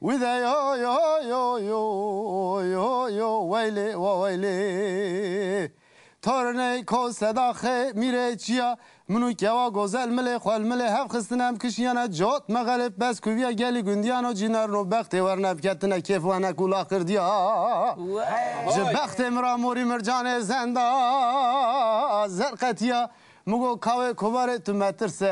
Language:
Kurdish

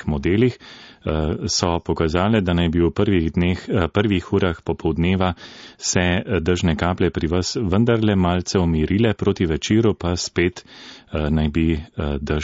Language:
Slovenian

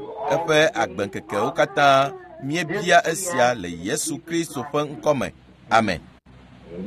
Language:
Ewe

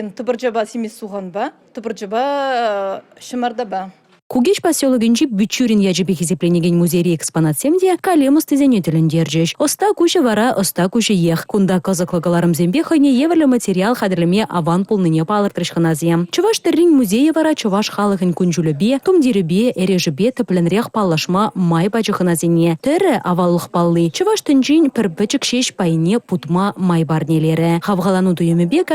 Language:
Chuvash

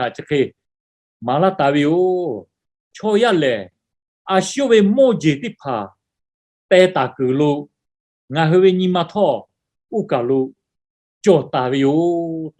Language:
Lahu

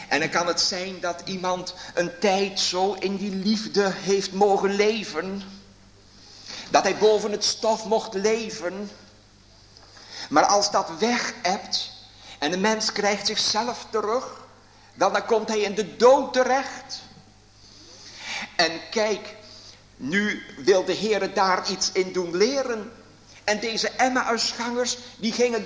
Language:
Dutch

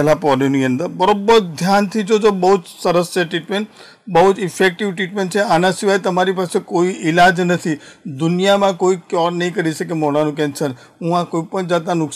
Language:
Gujarati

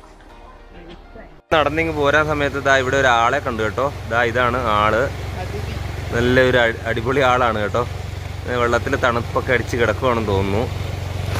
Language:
Malayalam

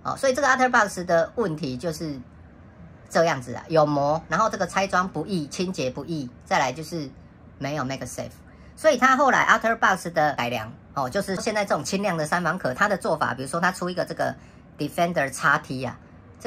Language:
Chinese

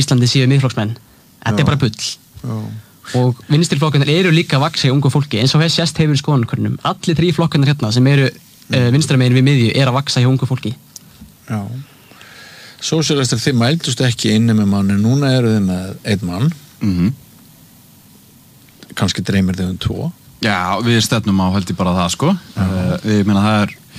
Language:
Icelandic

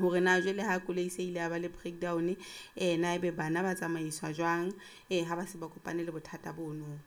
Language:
Southern Sotho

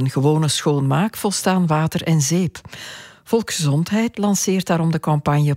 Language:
Dutch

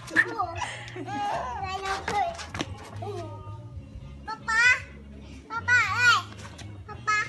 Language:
Lao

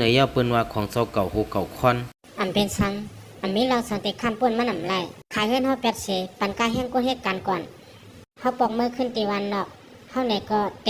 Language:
Lao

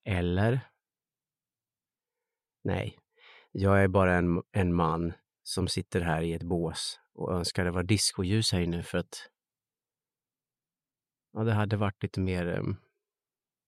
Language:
Swedish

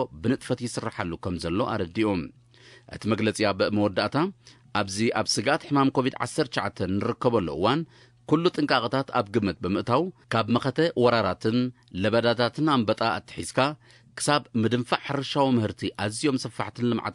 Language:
Tigrinya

